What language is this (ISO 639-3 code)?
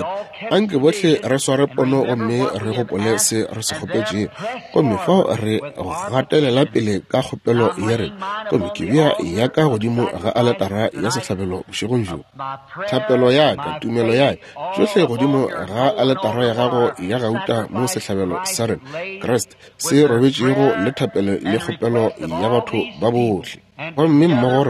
nso